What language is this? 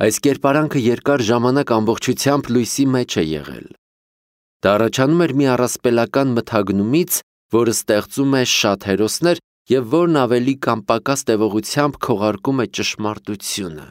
Armenian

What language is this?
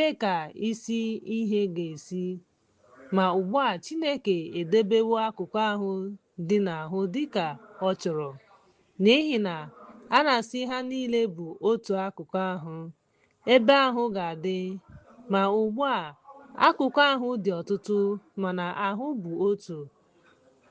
Igbo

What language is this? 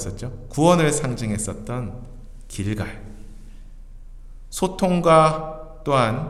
Korean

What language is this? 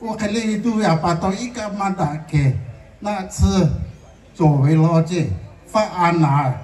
Lahu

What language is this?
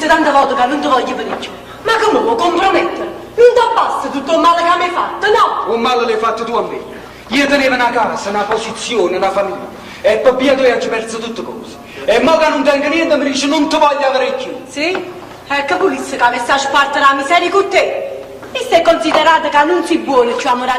Neapolitan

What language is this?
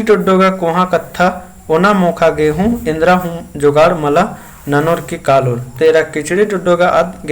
Kurukh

